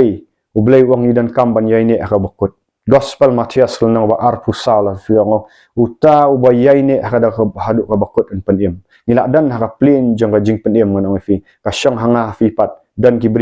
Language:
Khasi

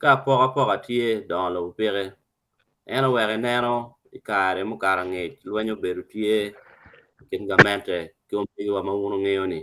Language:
Acoli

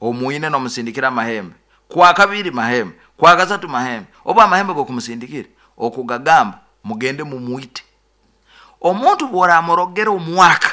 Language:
Nyoro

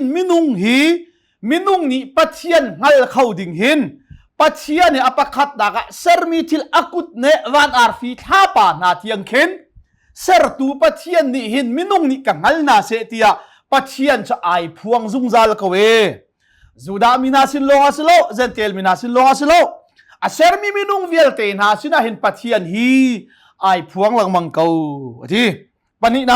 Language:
Hakha Chin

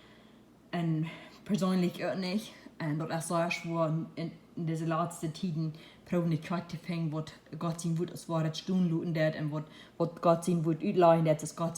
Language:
Plautdietsch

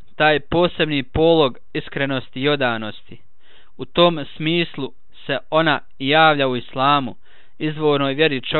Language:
Bosnian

